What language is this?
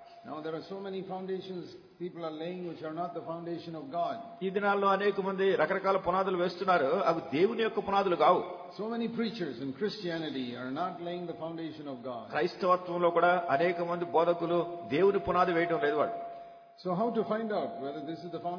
Telugu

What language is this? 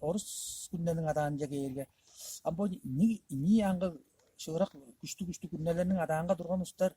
Tuvinian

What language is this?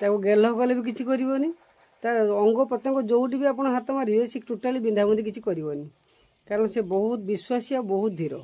Odia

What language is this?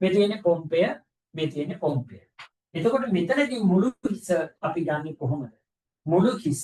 Sinhala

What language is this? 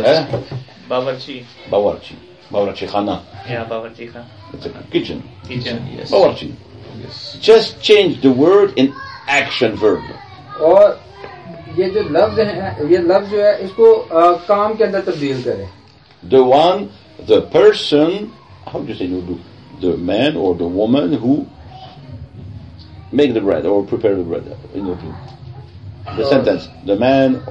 Urdu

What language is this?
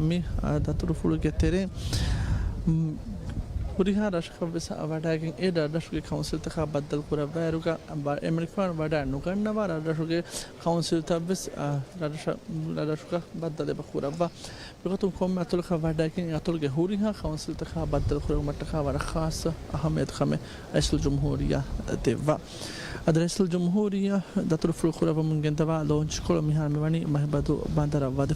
Divehi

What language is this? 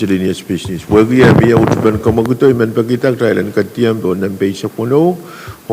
Pohnpeian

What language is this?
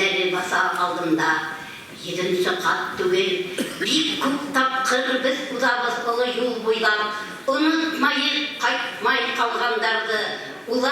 Bashkir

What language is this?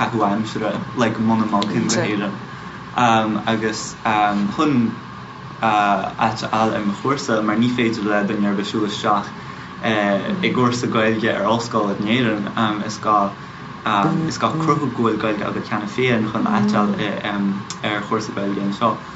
Irish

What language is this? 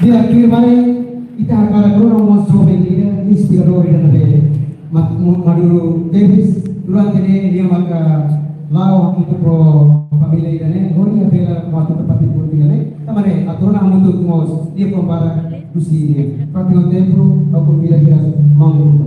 Tetum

